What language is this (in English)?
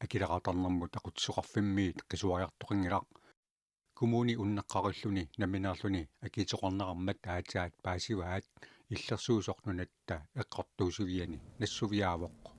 Kalaallisut